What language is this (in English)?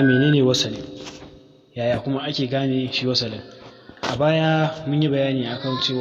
Hausa